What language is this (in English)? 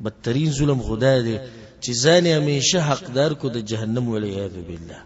Pashto